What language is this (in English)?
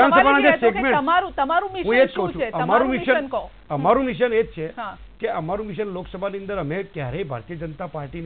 Gujarati